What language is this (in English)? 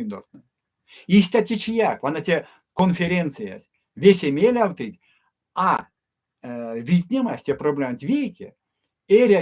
Erzya